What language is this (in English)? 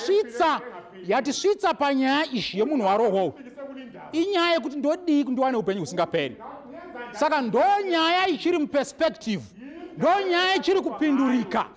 Shona